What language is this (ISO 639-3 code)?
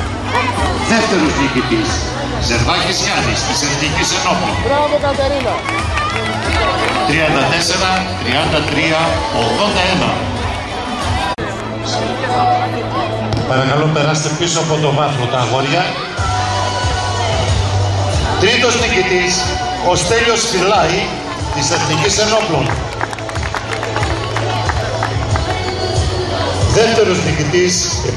ell